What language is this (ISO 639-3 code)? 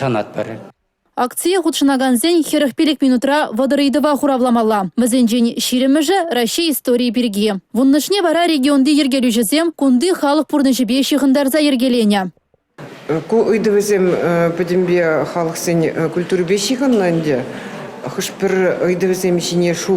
chv